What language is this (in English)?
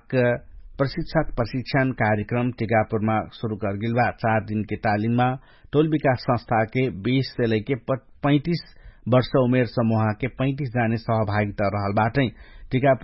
Dangaura Tharu